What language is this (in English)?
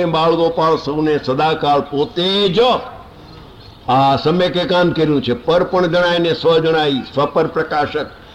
Gujarati